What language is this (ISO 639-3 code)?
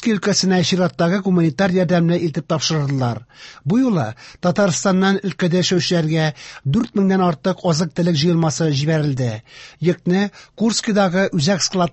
tat